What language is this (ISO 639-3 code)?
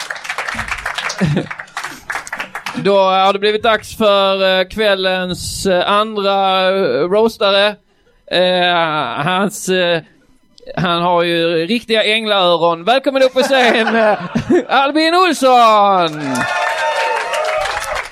swe